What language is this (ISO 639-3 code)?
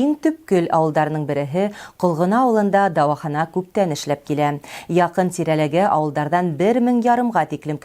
bak